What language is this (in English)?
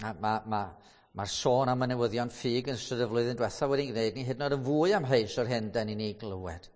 Welsh